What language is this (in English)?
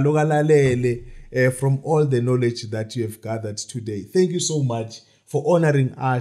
Zulu